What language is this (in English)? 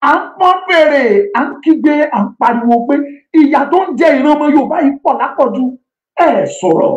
Yoruba